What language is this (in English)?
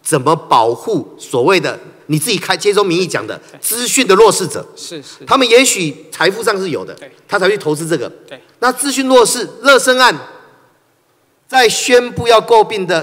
Chinese